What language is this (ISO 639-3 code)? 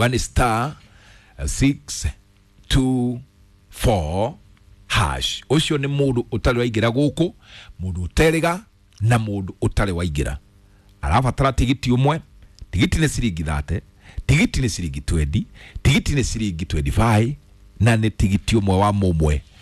kik